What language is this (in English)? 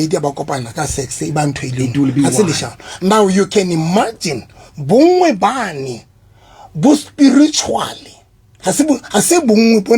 Southern Sotho